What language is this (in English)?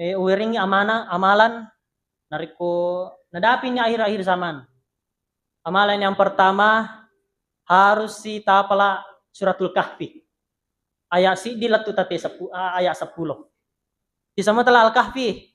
Buginese